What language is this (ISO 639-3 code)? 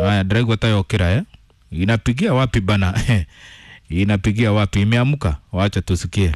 kik